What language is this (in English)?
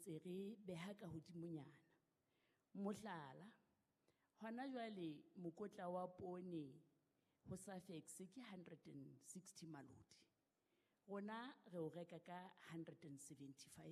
Southern Sotho